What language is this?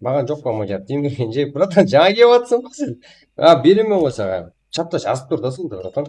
Kara-Kalpak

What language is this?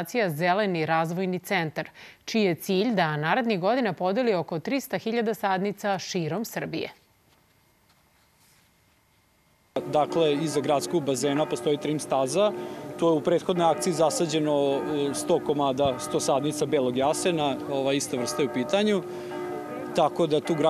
Serbian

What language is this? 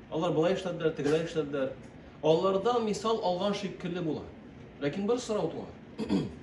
Tatar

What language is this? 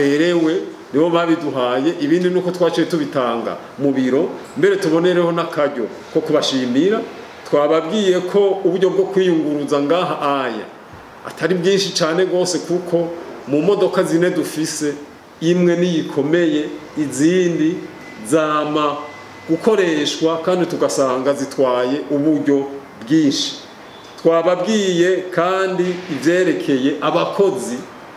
Rundi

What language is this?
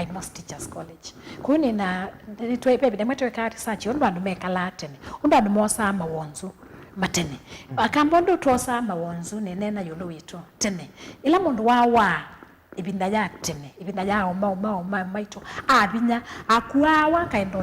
Kamba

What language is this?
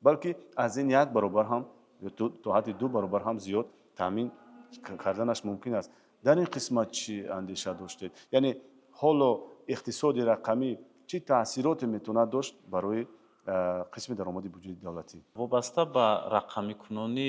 Tajik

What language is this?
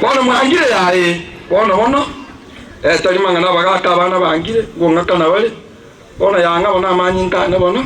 Gusii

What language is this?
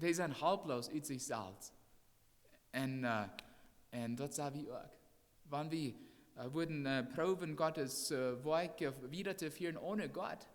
Plautdietsch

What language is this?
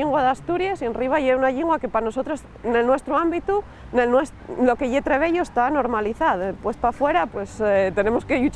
Asturian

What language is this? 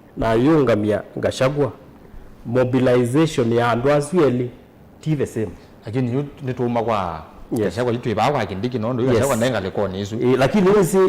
Kamba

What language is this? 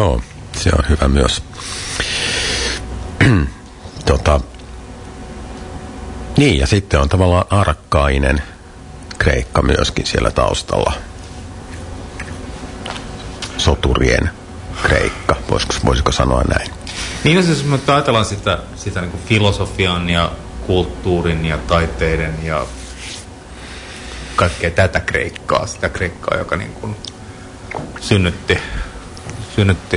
Finnish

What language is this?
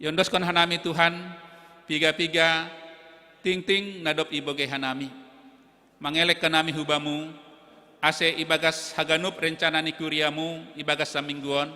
Batak Simalungun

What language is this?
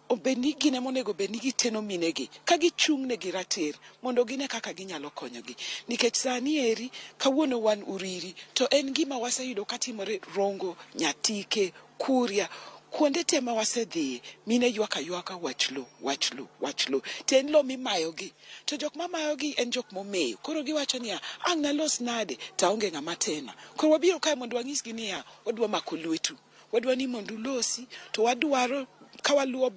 Luo (Kenya and Tanzania)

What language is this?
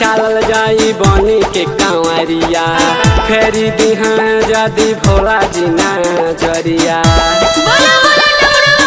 Bhojpuri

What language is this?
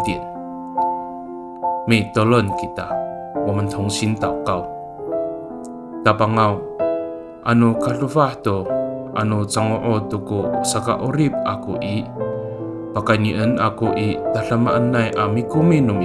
Amis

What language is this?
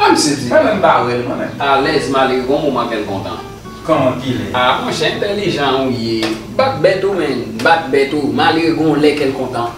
Haitian Creole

